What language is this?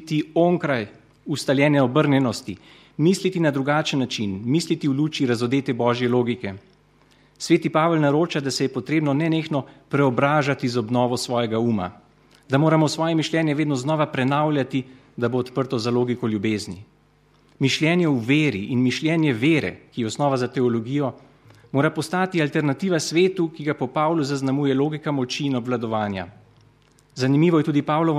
Slovenian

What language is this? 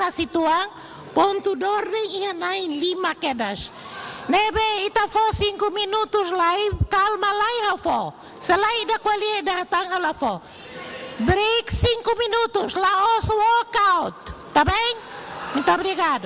Tetum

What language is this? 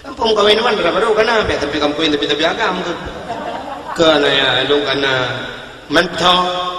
Achinese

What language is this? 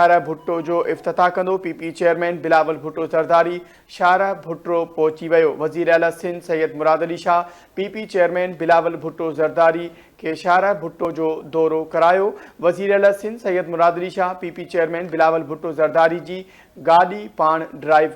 Sindhi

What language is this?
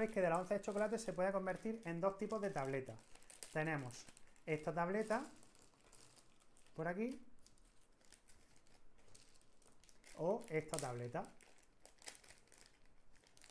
Spanish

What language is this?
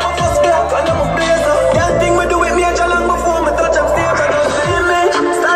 Jamaican Creole English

